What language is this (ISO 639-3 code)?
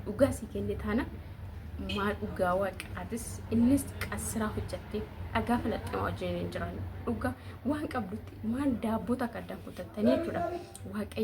orm